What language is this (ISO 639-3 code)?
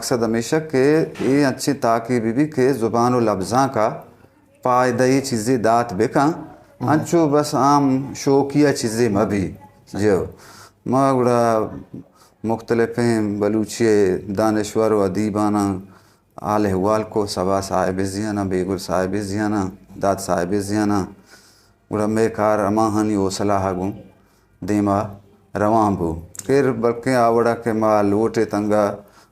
bgp